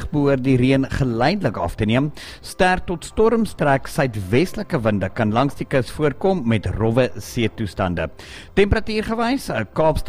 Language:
Afrikaans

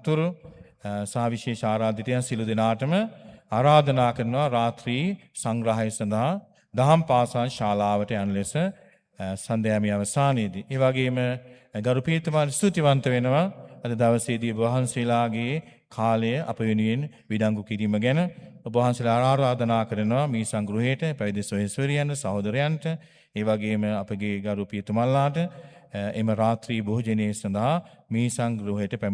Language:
Sinhala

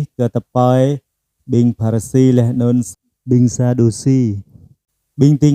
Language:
Jarai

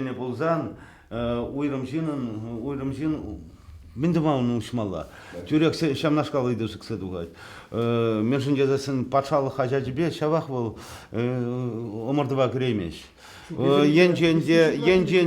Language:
Chuvash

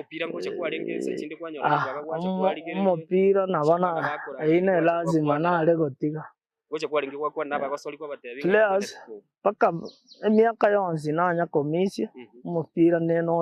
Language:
Gusii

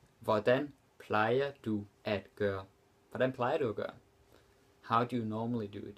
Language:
Danish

